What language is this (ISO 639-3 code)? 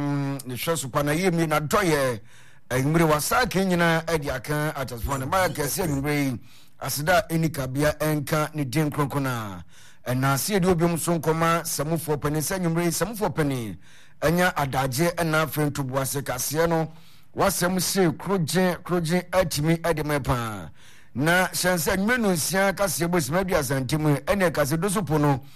aka